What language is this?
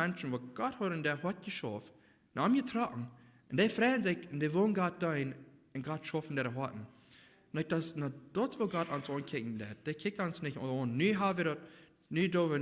Plautdietsch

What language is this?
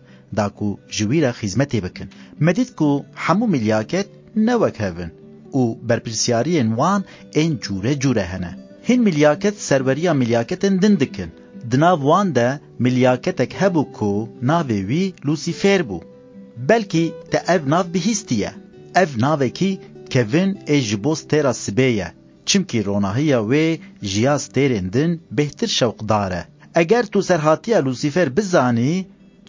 Kurdish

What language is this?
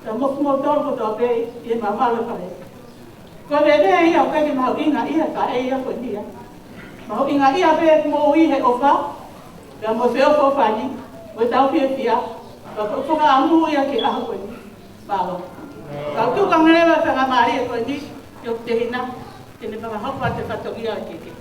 Tongan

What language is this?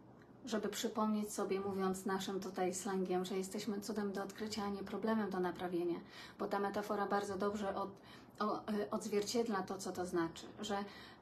Polish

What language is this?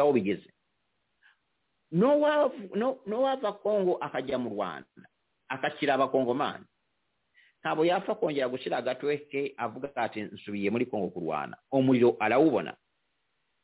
Kinyarwanda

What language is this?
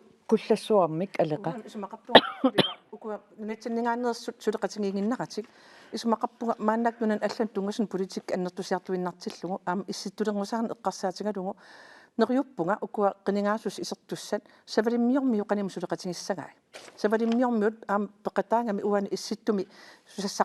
Kalaallisut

